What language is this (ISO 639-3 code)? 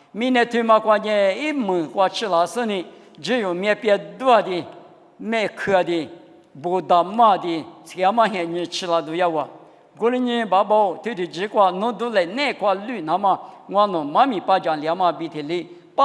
lis